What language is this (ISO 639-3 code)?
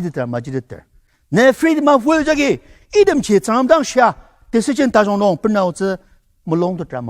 njo